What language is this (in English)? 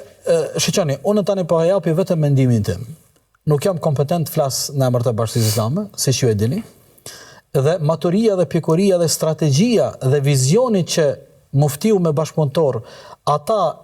Albanian